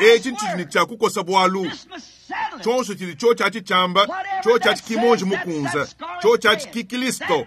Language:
Luba-Lulua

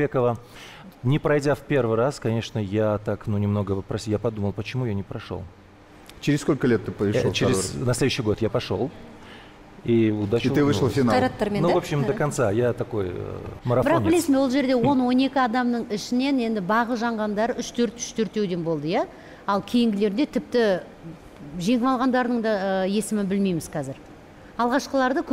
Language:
Kazakh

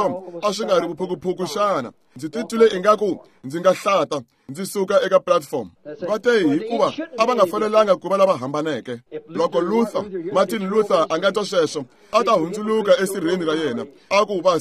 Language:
Tsonga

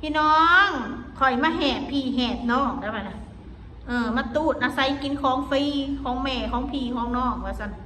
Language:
Northeastern Thai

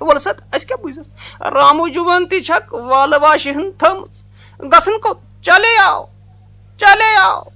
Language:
Kashmiri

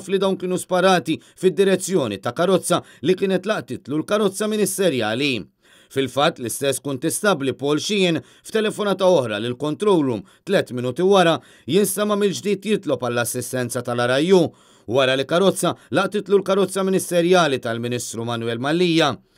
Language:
Maltese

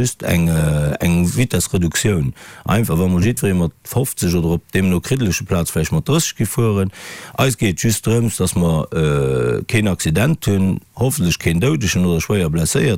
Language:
Luxembourgish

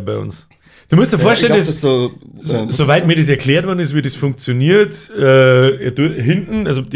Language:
Bavarian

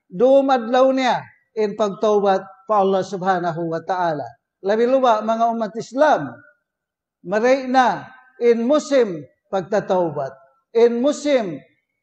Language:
Tausug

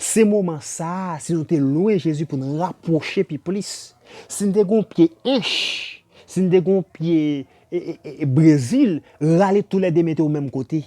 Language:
Haitian Creole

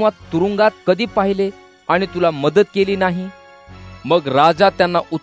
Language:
Marathi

